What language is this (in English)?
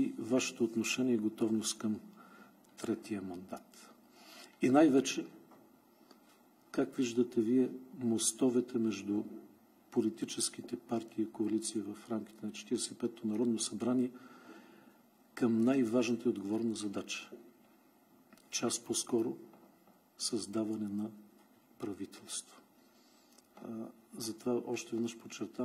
Bulgarian